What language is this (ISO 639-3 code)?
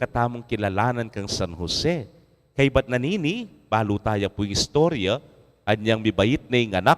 pam